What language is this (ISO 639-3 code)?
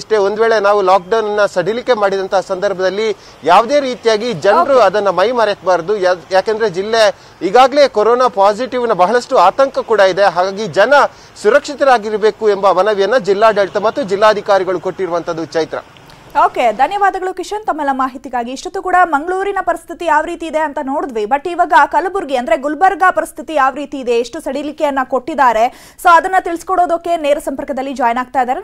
kan